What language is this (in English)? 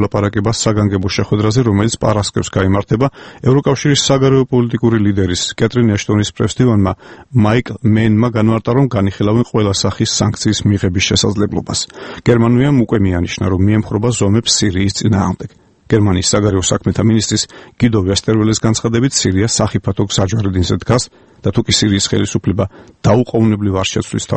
Georgian